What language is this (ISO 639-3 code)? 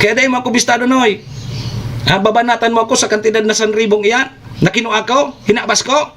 bik